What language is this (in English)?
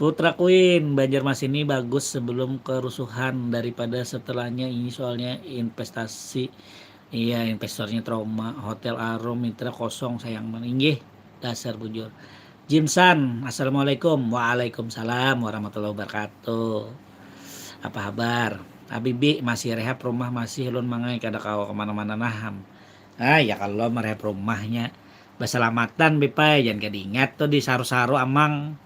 Banjar